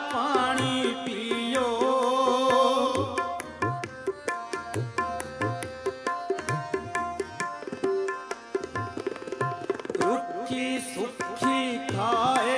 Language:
Punjabi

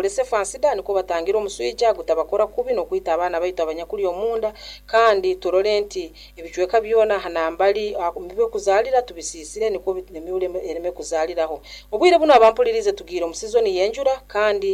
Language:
Nyoro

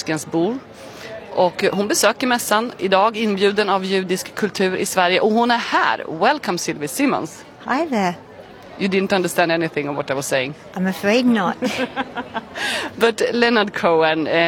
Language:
Swedish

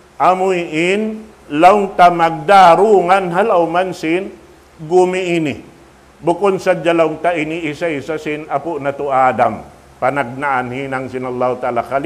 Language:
Tausug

